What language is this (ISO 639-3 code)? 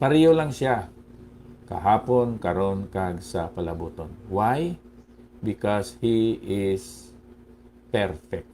hil